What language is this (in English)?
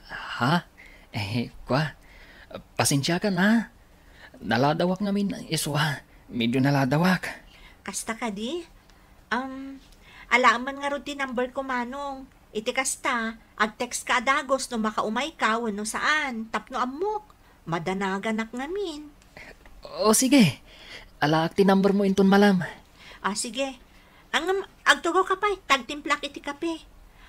Iloko